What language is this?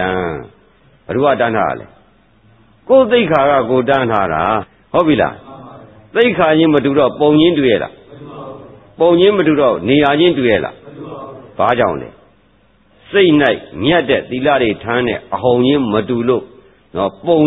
Burmese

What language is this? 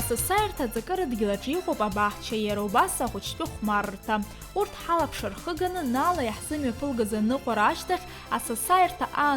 Abkhazian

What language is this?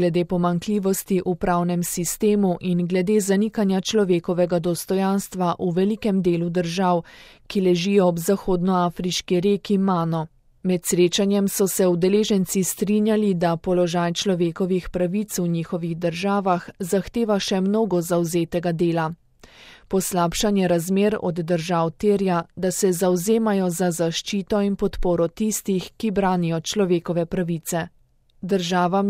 Slovenian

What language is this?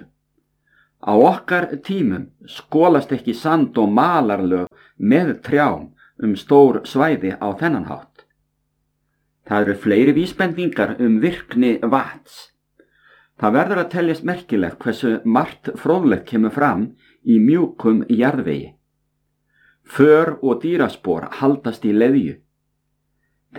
Icelandic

